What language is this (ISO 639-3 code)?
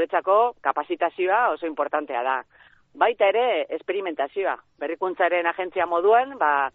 eus